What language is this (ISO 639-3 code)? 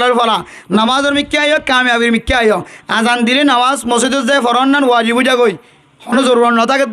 rhg